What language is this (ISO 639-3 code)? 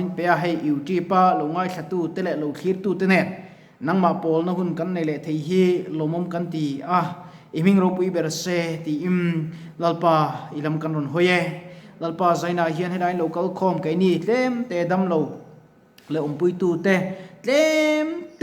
lus